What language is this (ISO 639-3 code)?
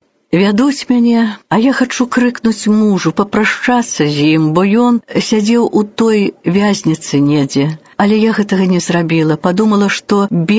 bel